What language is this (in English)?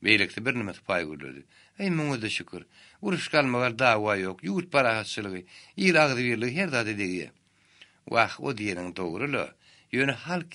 Turkmen